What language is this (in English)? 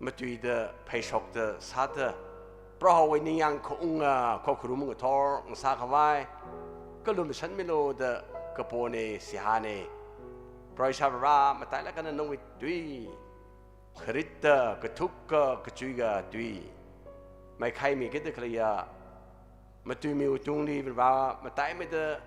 Tangkhul Naga (India)